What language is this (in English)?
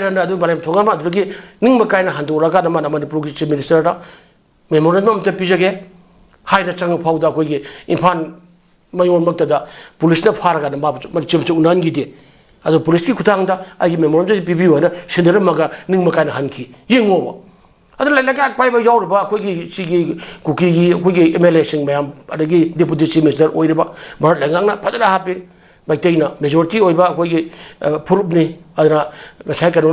Manipuri